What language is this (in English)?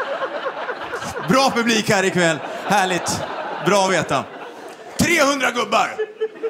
Swedish